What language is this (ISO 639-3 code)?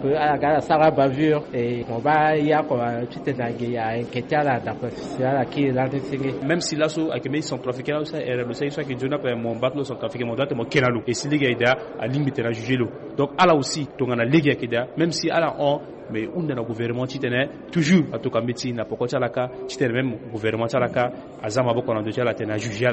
sag